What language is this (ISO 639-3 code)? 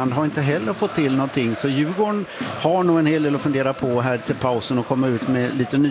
swe